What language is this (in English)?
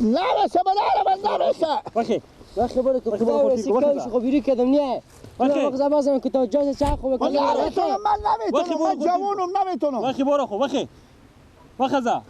Persian